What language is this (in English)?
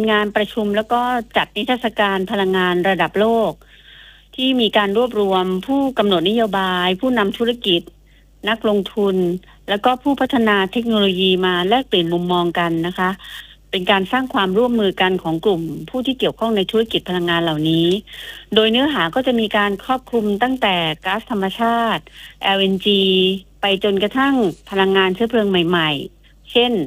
Thai